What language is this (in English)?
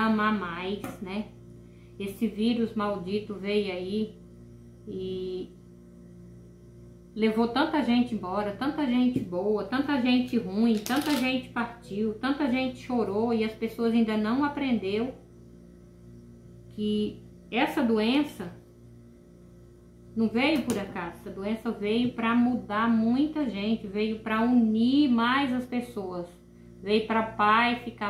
Portuguese